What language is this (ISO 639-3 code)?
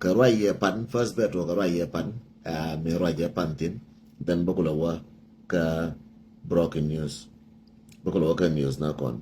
nus